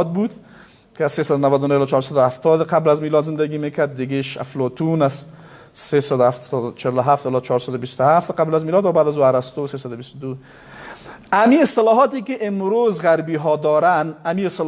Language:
Persian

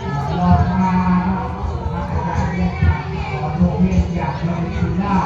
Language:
Lao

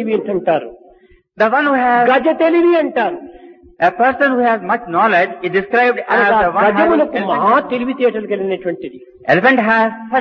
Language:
Telugu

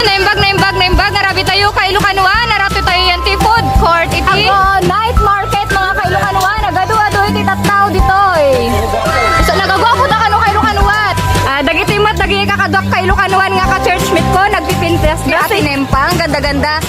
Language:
Iloko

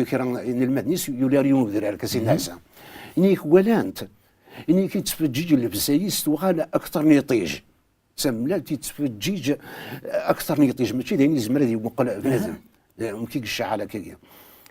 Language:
Kabyle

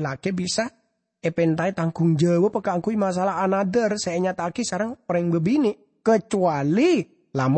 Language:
Madurese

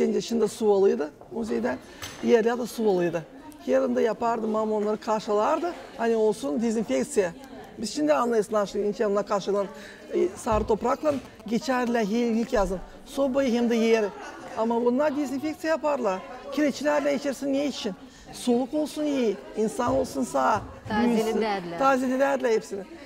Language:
Gagauz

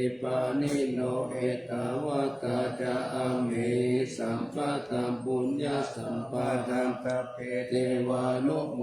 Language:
Pali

